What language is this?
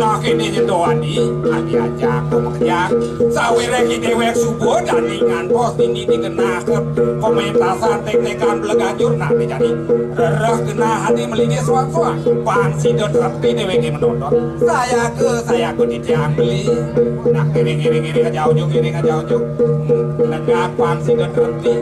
Balinese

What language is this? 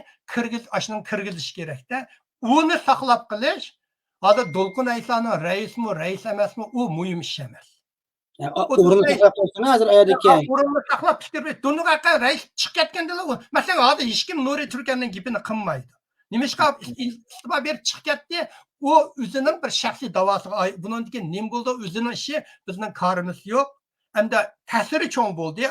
Uyghur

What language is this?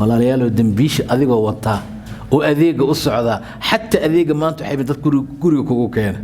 Somali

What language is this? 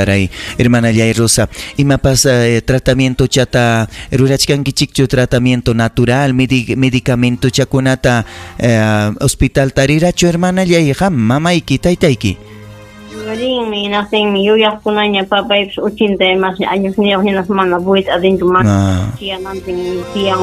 Ayacucho Quechua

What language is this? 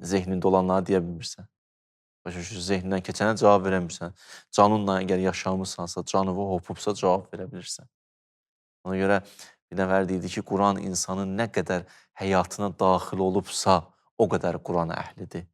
Azerbaijani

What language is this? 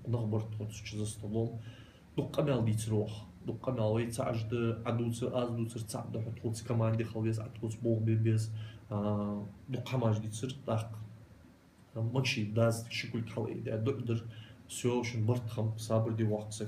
Ingush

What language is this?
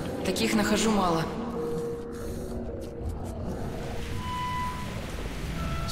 Russian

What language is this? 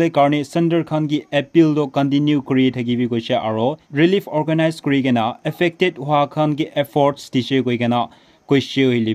Naga Pidgin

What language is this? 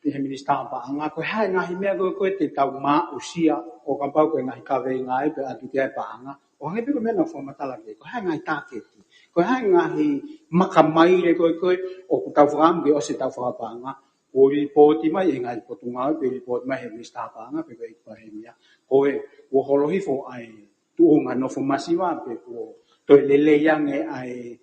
Tongan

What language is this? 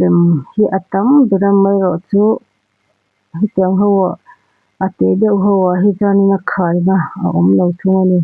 Mizo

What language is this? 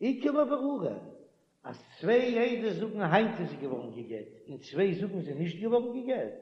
Yiddish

